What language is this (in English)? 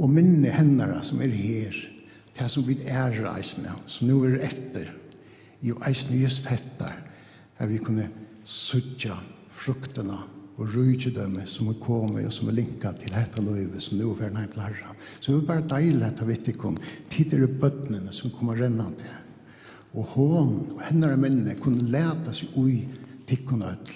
Faroese